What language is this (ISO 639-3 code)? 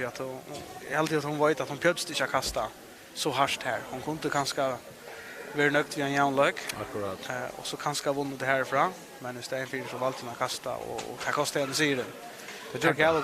fao